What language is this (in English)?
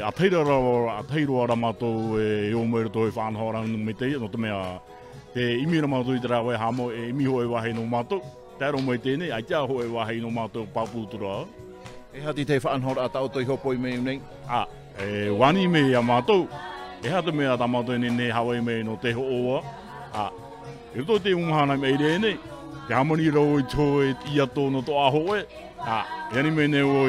Tahitian